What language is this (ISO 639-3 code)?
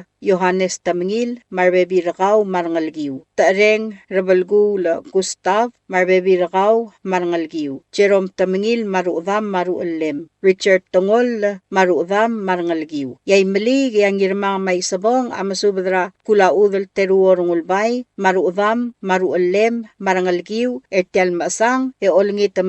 pau